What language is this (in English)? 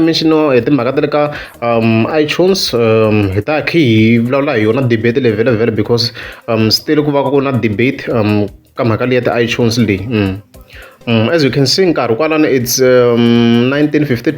Tsonga